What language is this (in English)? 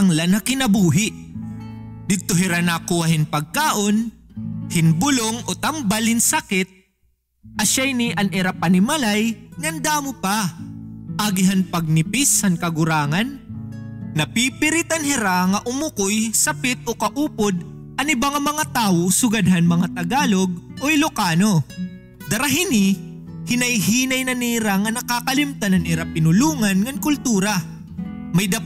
Waray